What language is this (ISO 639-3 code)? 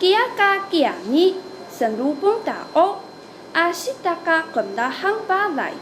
trv